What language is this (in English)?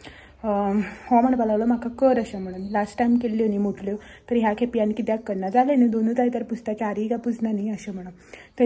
Konkani